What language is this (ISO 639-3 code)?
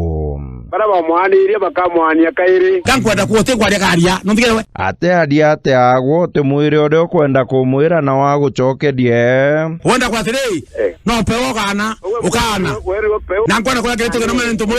mer